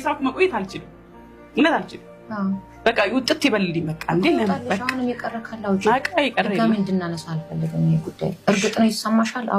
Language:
Amharic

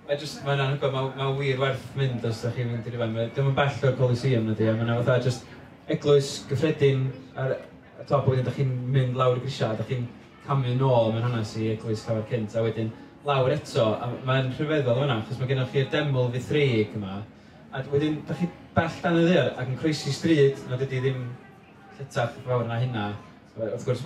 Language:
Welsh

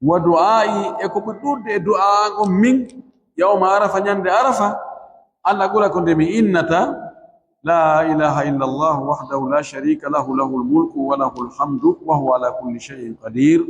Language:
Fula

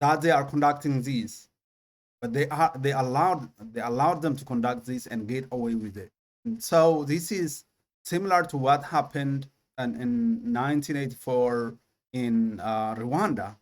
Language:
English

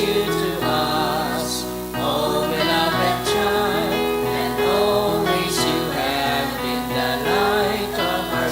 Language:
Bikol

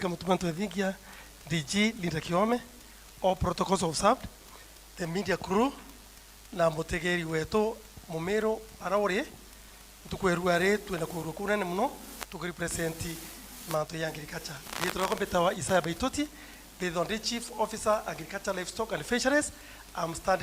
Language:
Meru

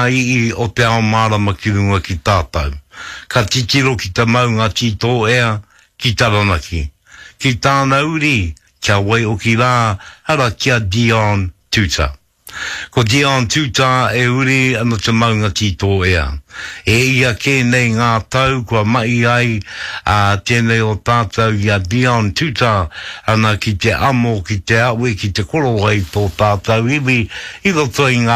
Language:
Māori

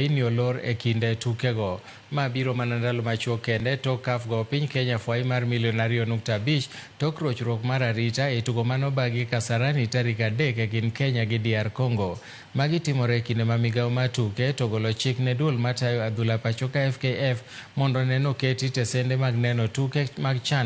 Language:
Luo (Kenya and Tanzania)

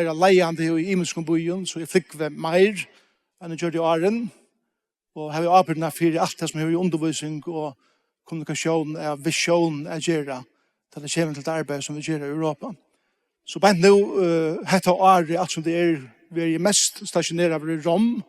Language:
Faroese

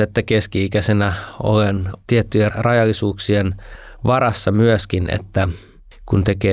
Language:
Finnish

